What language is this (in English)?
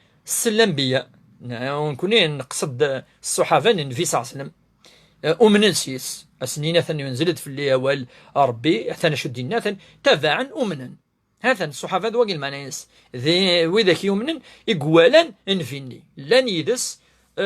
Kabyle